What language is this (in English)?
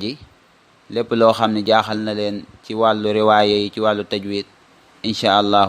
Wolof